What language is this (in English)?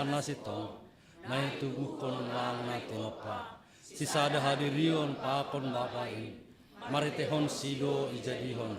Batak Simalungun